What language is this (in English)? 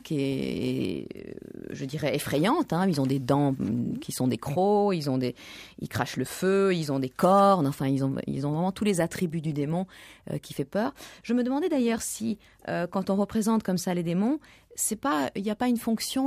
French